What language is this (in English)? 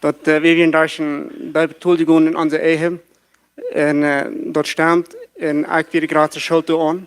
Plautdietsch